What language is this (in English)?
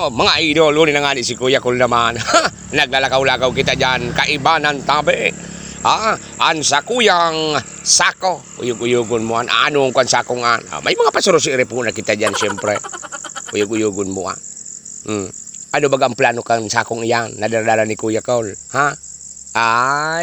Bikol